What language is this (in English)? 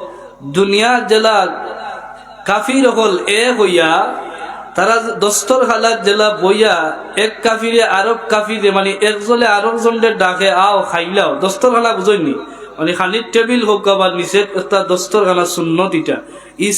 Sylheti